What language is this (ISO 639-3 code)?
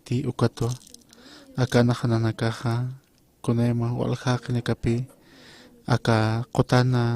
aym